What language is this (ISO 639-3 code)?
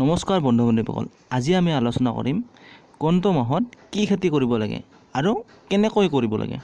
asm